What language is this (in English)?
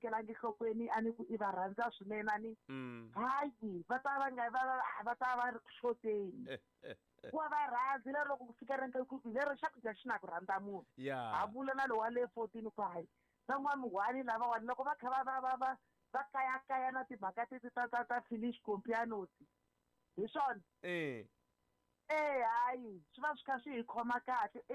Tsonga